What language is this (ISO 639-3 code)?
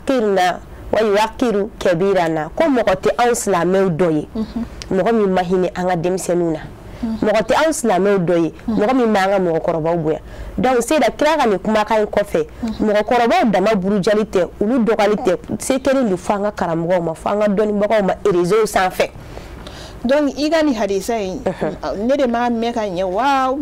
bam